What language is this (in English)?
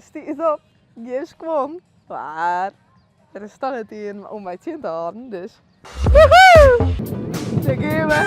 Western Frisian